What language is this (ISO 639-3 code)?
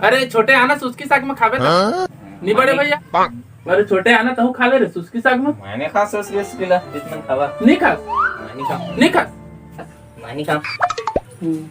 hne